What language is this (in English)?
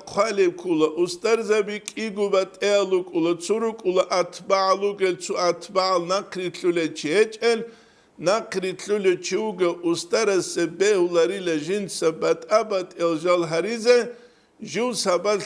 Avaric